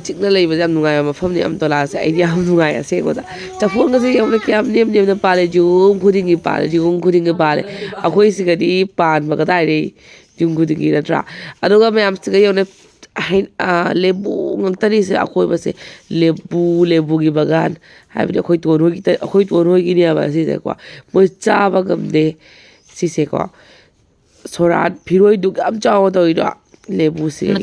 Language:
Manipuri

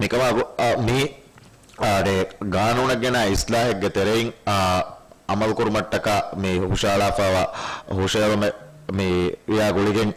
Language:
Divehi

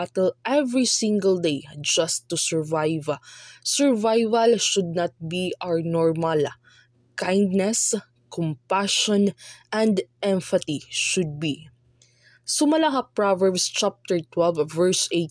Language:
Waray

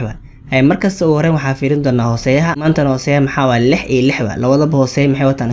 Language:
Somali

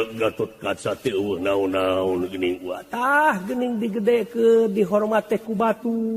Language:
Sundanese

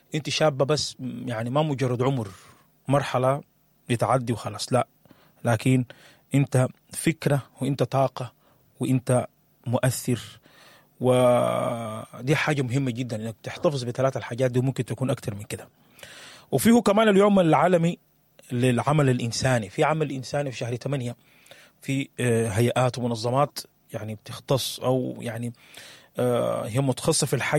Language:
Sudanese Arabic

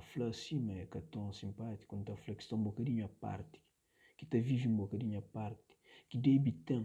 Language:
Kabuverdianu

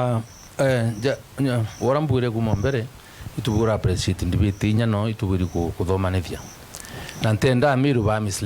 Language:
Meru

